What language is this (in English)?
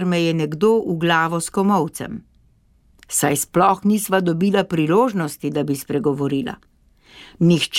Slovenian